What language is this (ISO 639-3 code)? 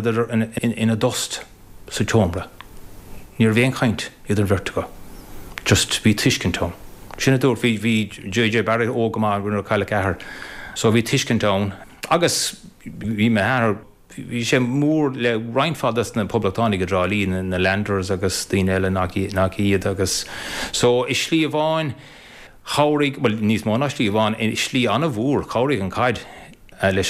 gle